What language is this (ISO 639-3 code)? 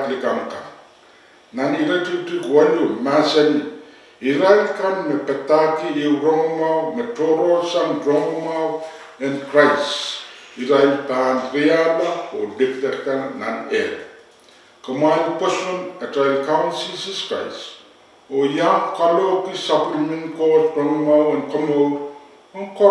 pon